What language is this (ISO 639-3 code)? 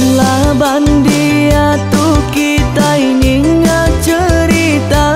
iba